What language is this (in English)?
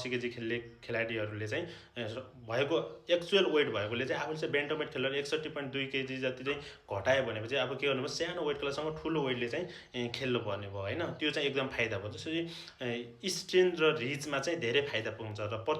Nepali